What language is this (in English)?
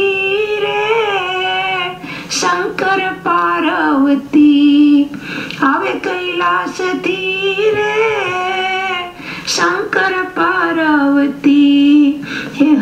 Gujarati